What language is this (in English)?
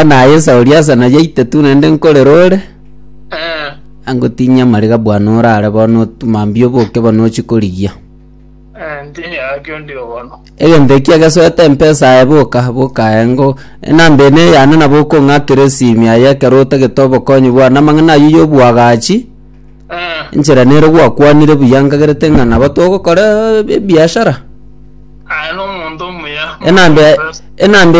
Gusii